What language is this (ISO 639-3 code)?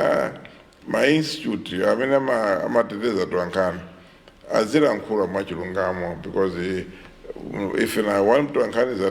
nya